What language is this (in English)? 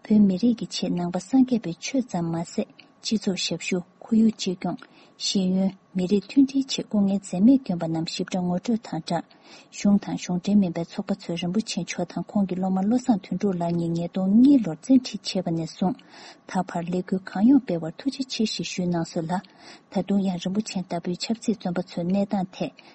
Tibetan